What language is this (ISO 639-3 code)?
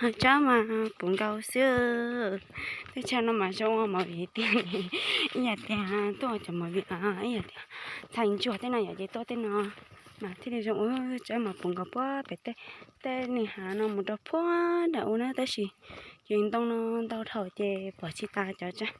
hmn